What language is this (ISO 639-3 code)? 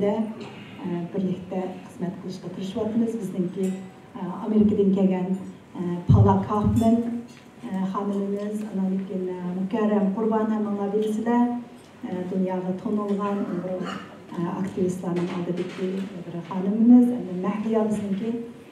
uig